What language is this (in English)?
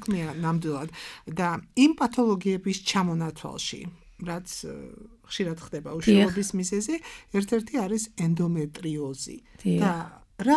Georgian